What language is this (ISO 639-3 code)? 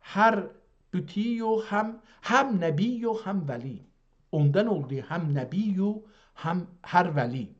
azb